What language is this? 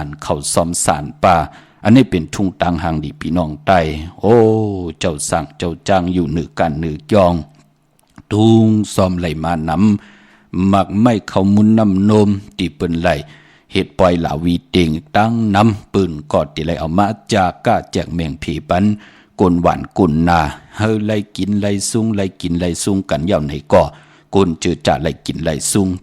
Shan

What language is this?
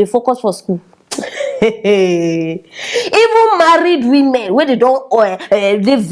Nigerian Pidgin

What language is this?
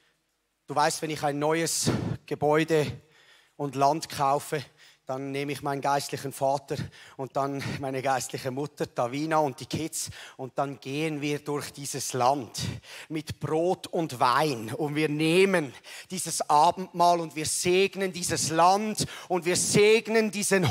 Swiss German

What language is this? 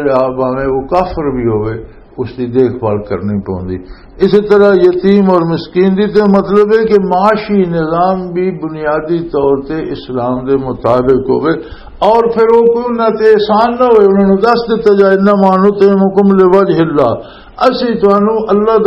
Western Panjabi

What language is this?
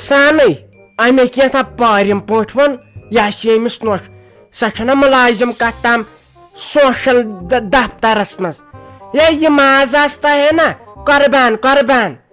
Kashmiri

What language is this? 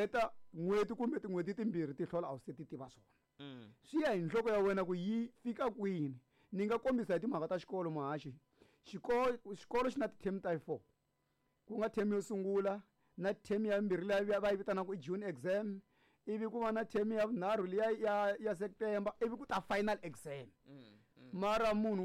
Tsonga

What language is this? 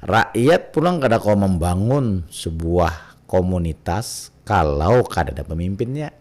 Banjar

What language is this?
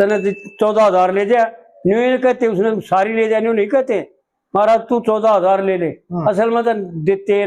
Haryanvi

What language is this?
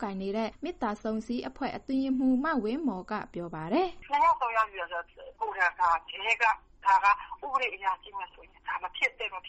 Burmese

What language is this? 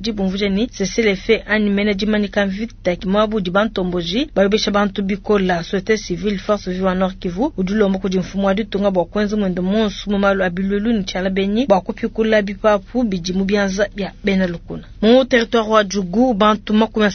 Luba-Lulua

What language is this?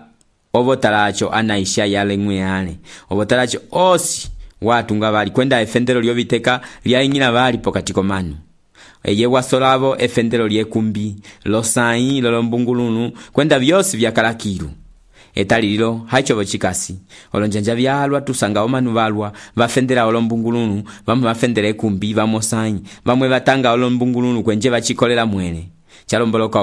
Umbundu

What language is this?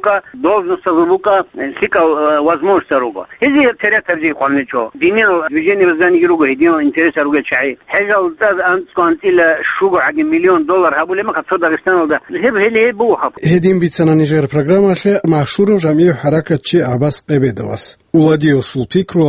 Avaric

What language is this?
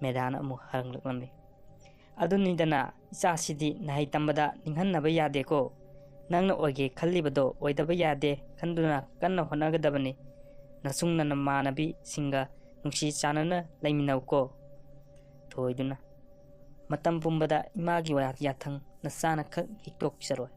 Manipuri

